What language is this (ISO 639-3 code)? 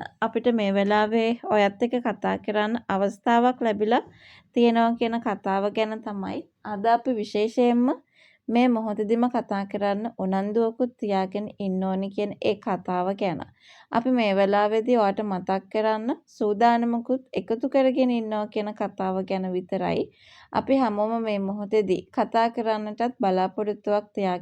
sin